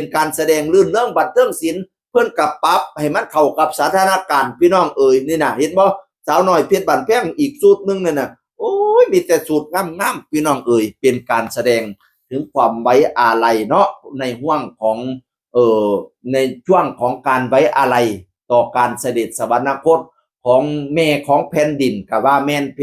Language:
Northeastern Thai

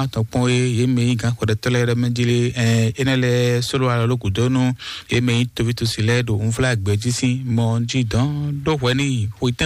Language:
Fon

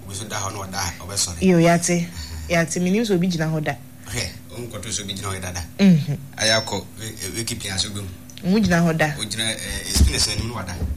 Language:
Akan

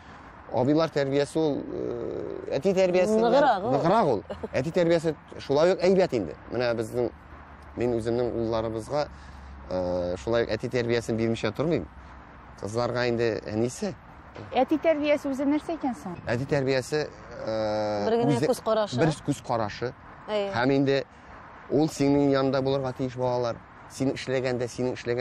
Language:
Tatar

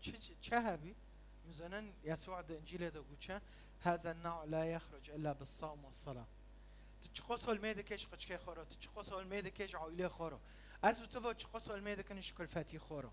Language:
Kurdish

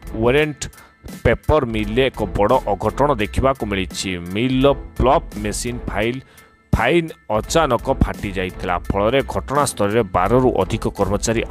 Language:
Odia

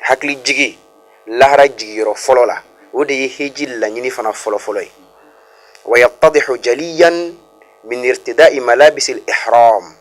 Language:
Bambara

